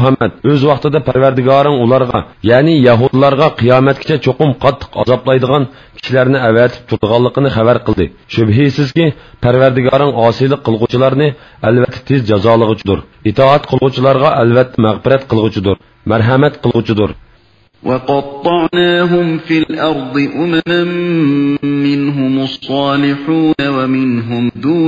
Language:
Uyghur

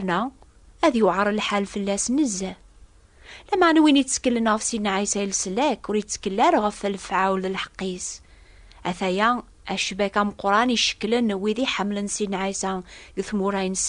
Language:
Kabyle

